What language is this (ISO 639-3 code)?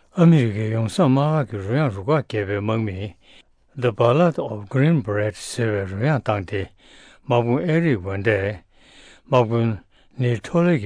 bod